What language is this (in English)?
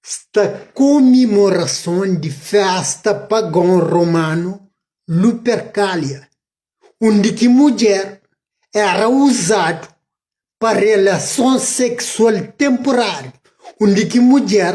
Kabuverdianu